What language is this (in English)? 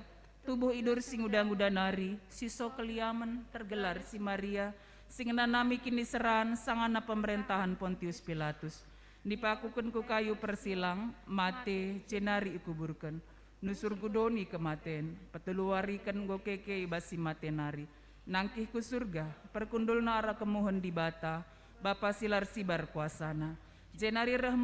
Batak Karo